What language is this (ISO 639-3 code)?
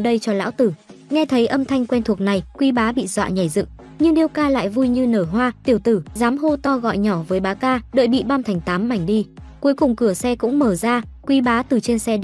vie